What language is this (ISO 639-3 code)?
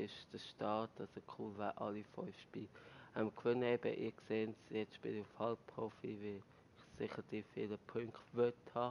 gsw